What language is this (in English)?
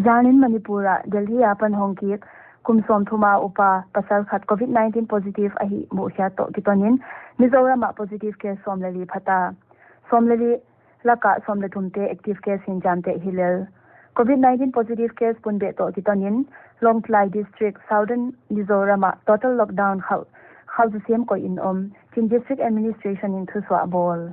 Paite Chin